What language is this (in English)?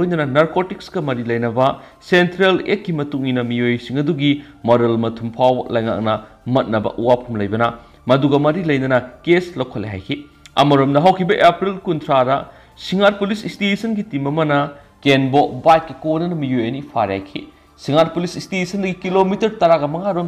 Manipuri